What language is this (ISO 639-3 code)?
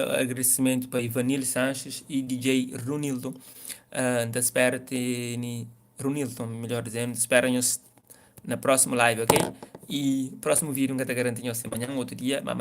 kea